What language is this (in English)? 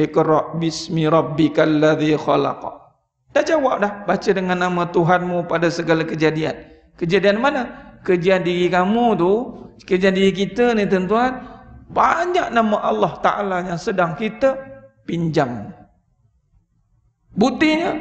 Malay